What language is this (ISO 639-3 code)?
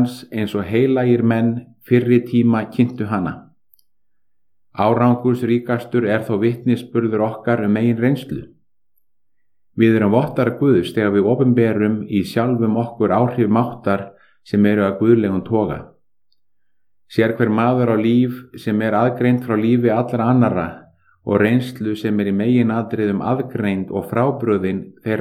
isl